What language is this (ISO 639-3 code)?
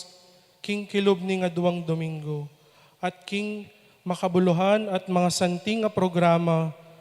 pam